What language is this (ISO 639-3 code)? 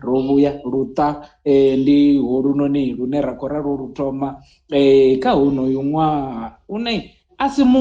ven